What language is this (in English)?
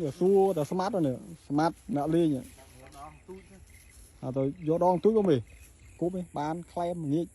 Khmer